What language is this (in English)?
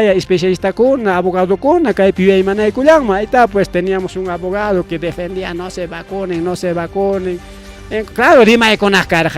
Ayacucho Quechua